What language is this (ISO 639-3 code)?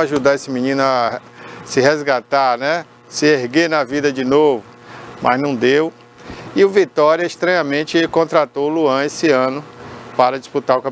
por